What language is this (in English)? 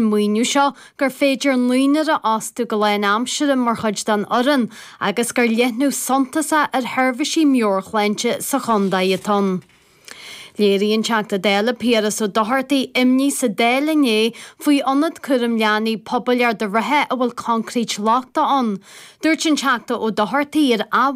Irish